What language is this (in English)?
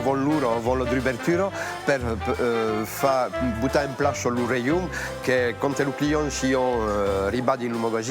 Occitan